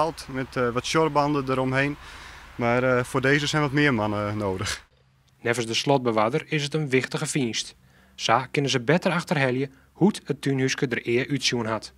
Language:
Western Frisian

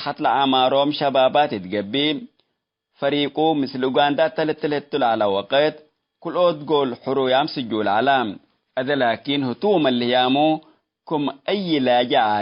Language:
Tigre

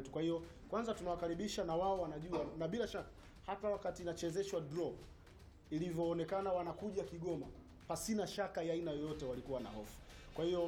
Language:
Swahili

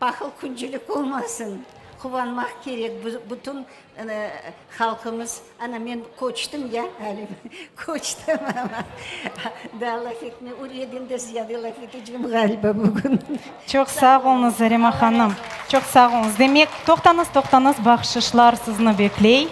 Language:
Crimean Tatar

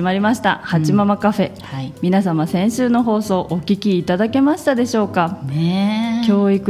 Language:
Japanese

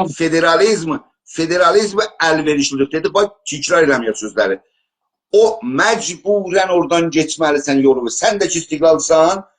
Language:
South Azerbaijani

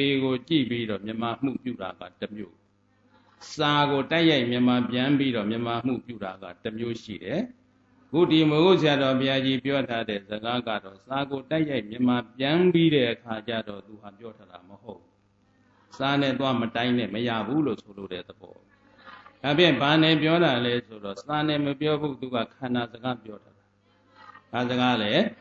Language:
Burmese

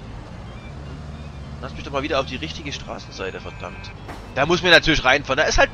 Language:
German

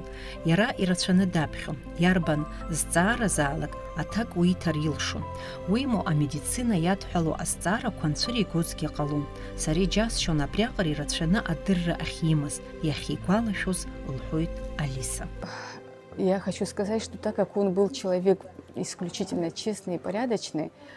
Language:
Abkhazian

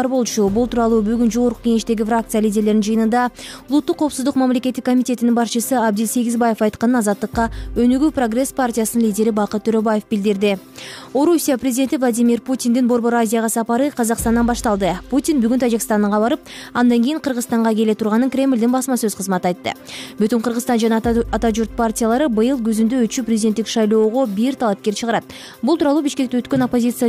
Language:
Kyrgyz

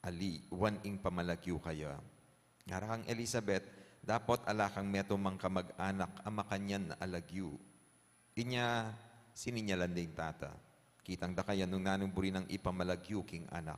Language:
Pampanga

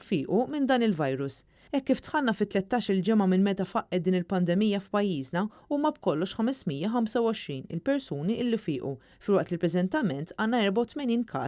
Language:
Maltese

